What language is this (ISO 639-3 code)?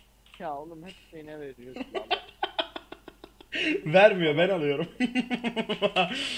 tur